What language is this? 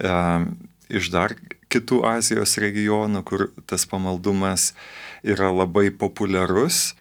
Lithuanian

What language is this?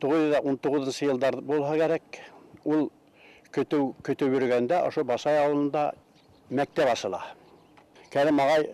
Bashkir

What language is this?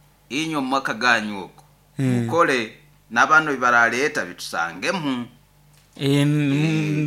Nyoro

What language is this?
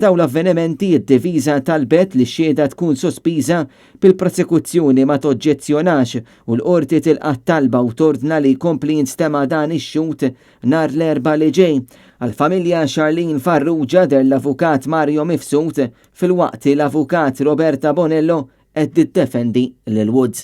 Maltese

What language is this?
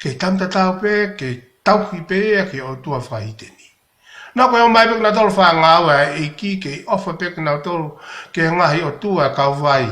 Tongan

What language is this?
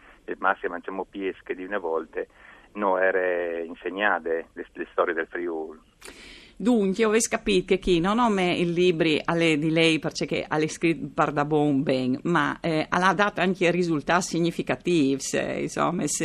Friulian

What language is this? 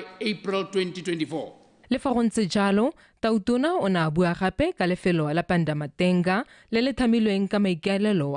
Tswana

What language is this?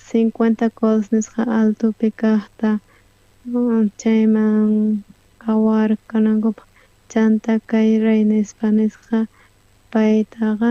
South Bolivian Quechua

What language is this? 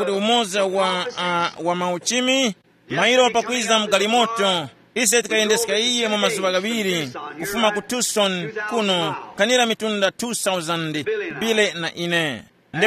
Tumbuka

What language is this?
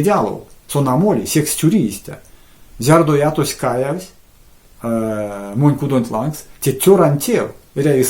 Erzya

